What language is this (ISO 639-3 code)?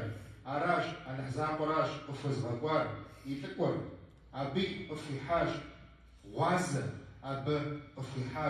kbd